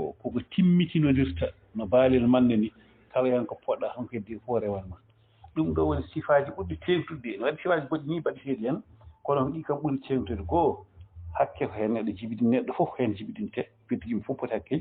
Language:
Fula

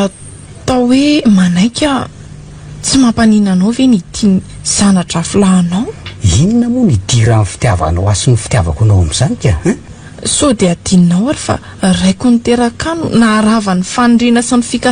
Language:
Malagasy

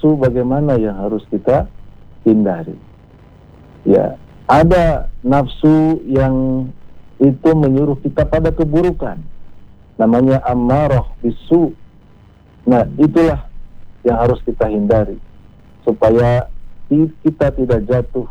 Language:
Indonesian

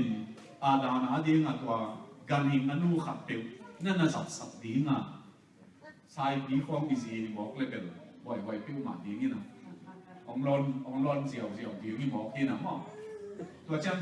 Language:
Tedim Chin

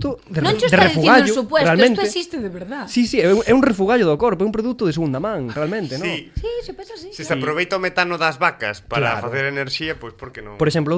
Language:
Galician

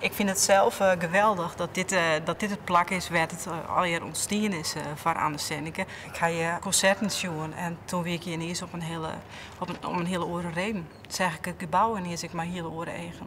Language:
Western Frisian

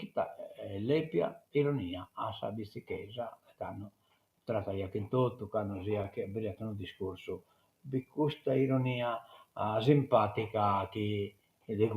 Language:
Sardinian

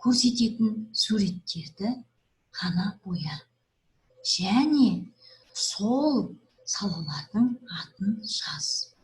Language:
Kazakh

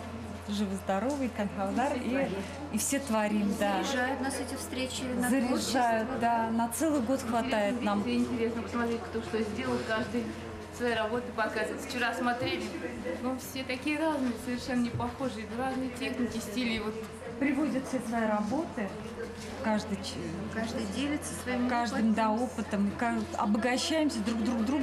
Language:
Bashkir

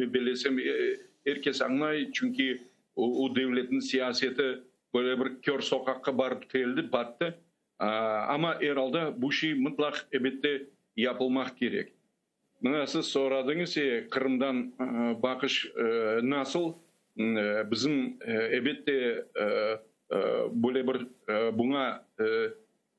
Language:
Crimean Tatar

